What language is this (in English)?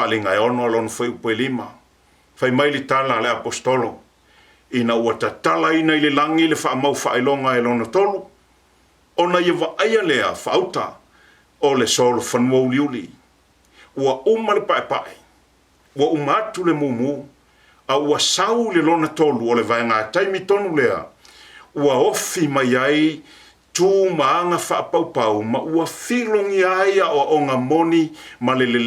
Samoan